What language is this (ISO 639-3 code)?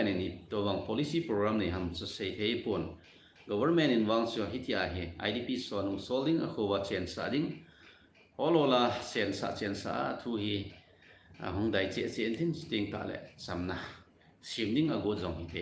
tcz